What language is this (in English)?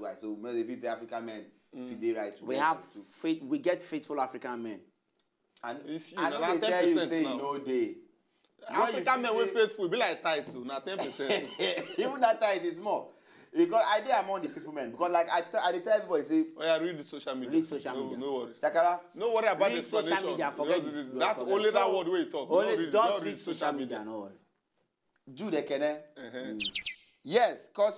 Nigerian Pidgin